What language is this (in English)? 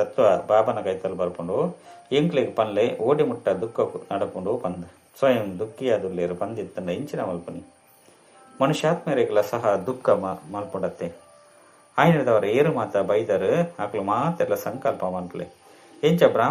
Tulu